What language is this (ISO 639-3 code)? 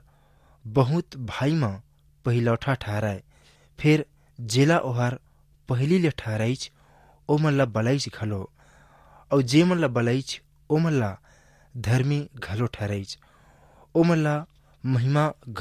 hne